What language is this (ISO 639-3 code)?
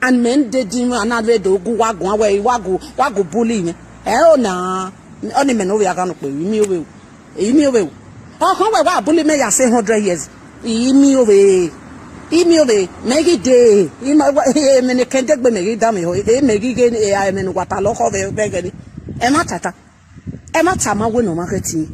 pcm